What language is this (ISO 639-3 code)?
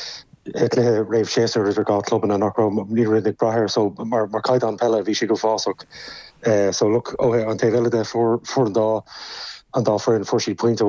gle